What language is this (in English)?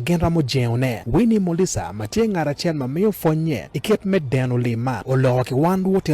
Acoli